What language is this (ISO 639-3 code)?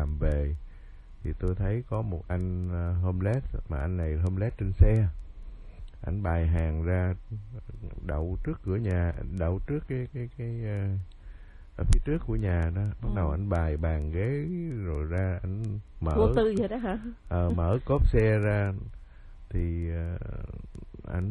vie